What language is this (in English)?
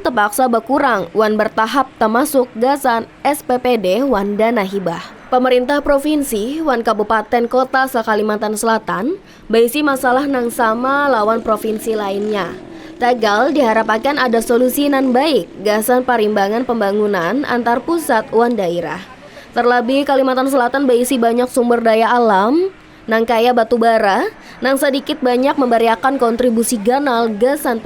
Banjar